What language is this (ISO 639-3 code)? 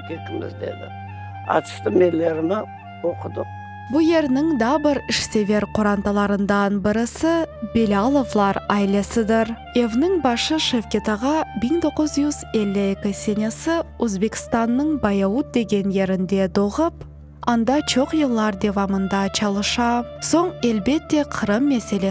crh